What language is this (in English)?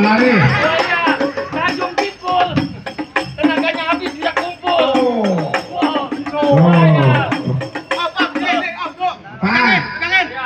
Betawi